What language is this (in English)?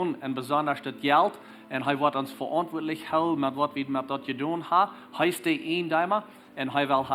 Plautdietsch